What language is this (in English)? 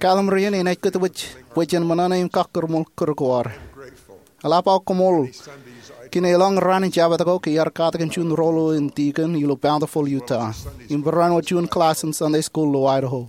Marshallese